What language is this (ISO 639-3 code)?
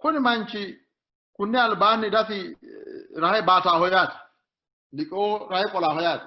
sid